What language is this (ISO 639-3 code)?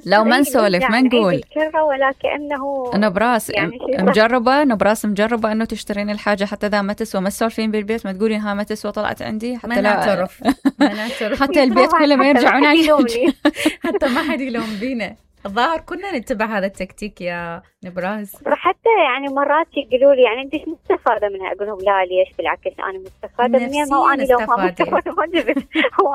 acm